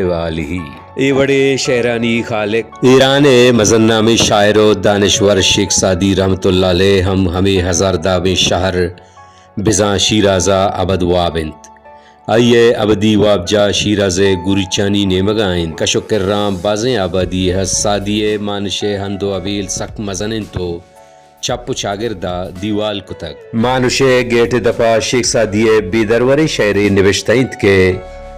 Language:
Baluchi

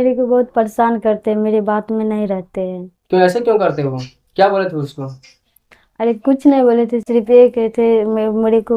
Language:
Maithili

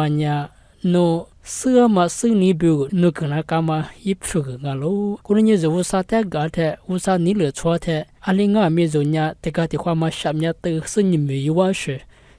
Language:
Lisu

